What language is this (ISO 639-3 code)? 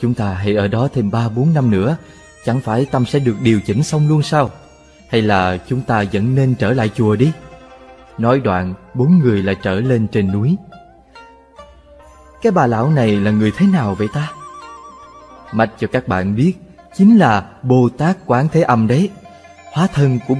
vie